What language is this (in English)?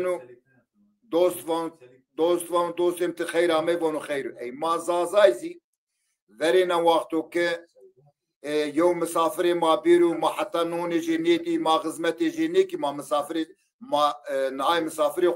Zaza